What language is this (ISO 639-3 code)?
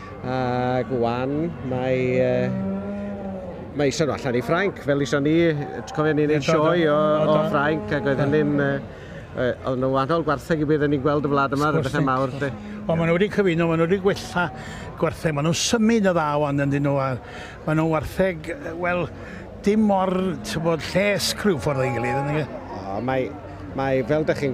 cym